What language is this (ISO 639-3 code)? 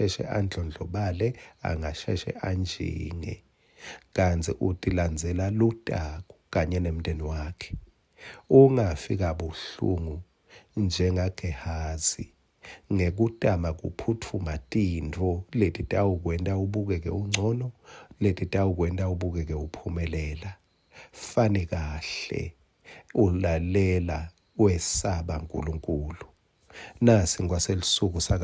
ssw